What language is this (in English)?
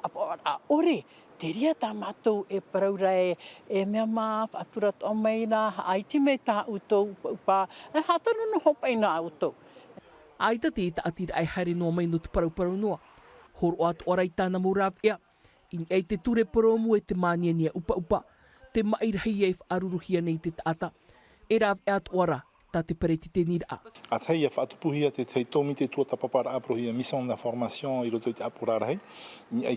Tahitian